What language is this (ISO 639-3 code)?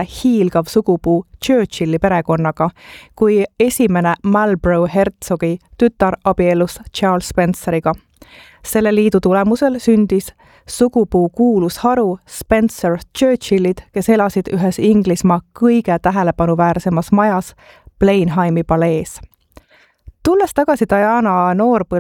est